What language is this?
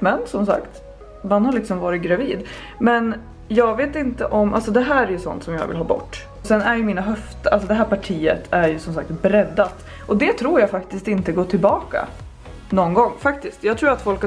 Swedish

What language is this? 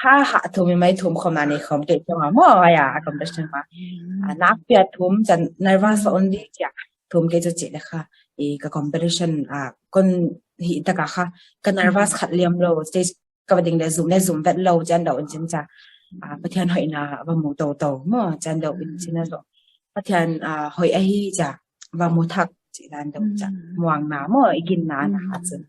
Tedim Chin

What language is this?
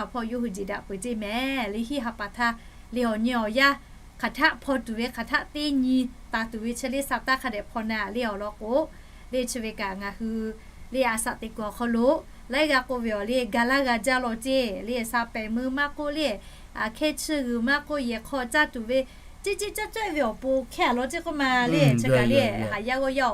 Lahu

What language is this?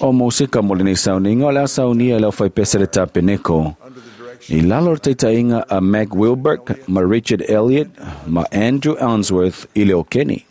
Samoan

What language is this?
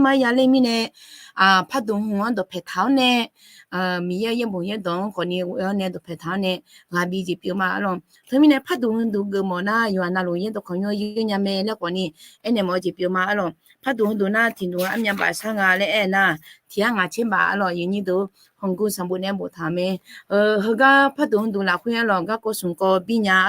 Akha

